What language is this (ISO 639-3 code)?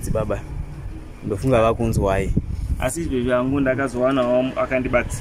sna